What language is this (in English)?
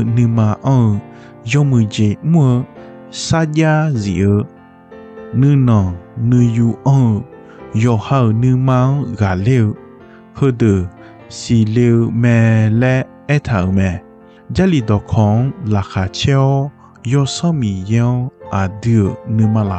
Akha